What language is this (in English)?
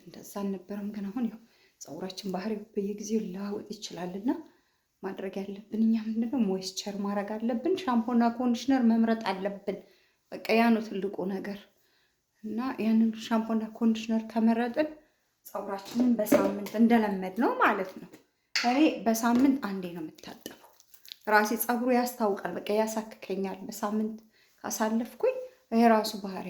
Amharic